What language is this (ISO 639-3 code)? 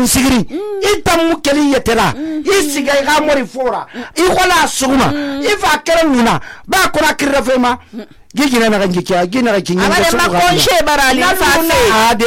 sus